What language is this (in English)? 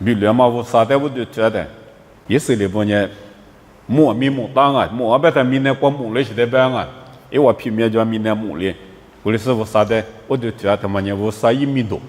Lisu